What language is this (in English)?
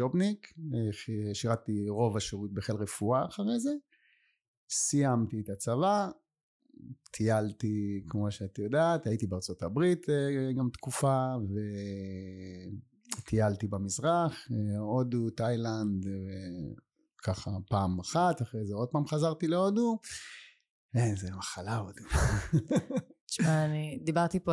Hebrew